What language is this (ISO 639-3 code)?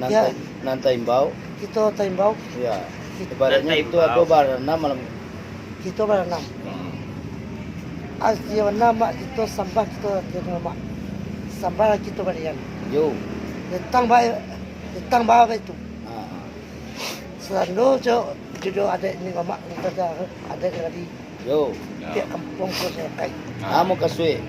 min